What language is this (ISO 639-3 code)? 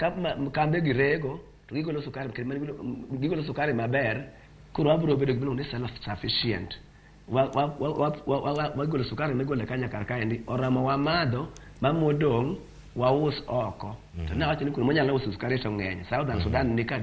luo